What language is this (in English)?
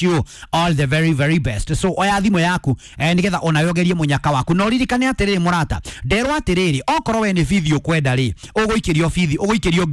Kikuyu